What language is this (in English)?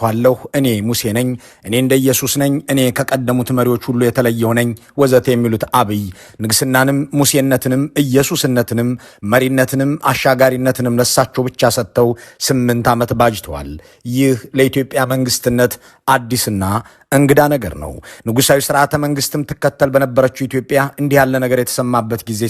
Amharic